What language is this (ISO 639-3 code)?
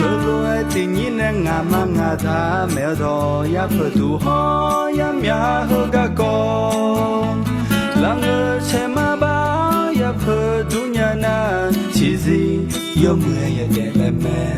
ahk